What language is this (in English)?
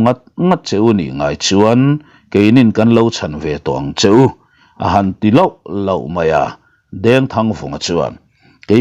Mizo